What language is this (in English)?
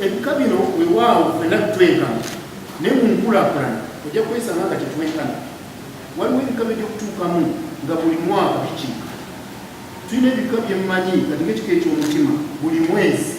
Ganda